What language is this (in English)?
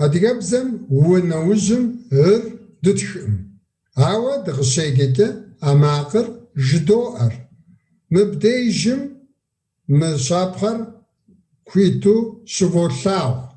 Kabardian